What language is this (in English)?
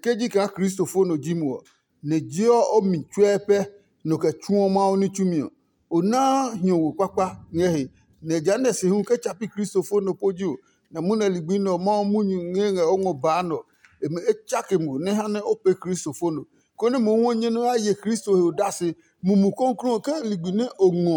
Adangme